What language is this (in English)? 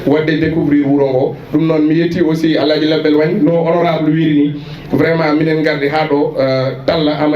Fula